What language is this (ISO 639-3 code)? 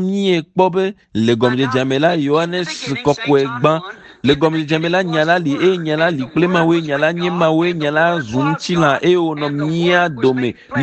ewe